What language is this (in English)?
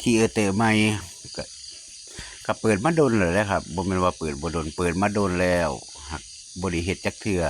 Northeastern Thai